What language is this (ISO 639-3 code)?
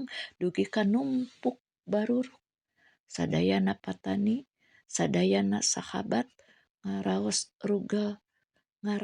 sun